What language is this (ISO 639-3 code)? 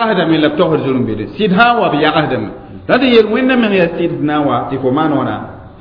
mos